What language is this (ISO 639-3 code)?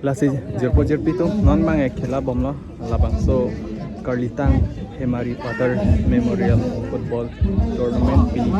mjw